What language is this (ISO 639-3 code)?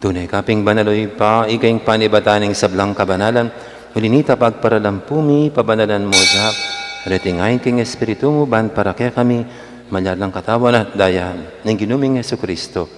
pam